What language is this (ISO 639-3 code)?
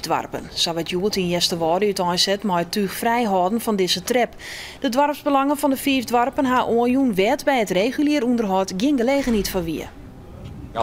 fry